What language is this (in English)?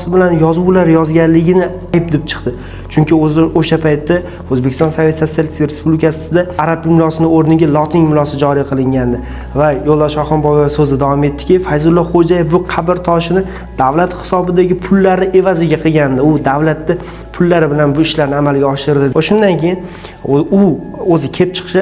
Uzbek